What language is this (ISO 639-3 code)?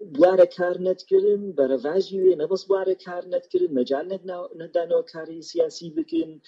kur